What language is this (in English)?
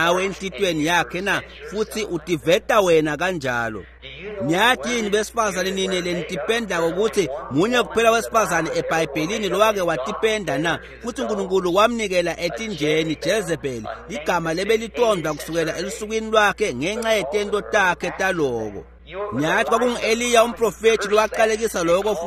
Swati